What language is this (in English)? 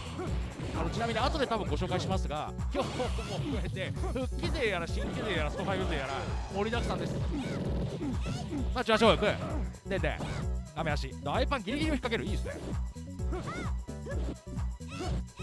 Japanese